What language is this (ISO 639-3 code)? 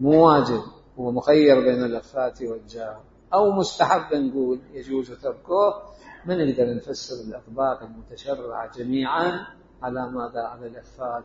acm